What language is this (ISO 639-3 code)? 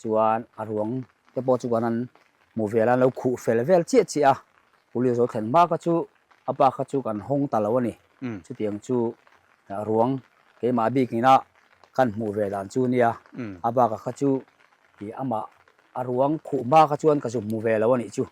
lus